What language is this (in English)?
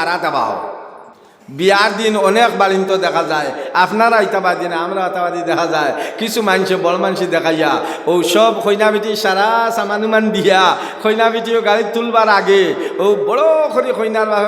Sylheti